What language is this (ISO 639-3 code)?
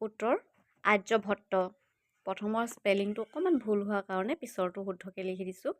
asm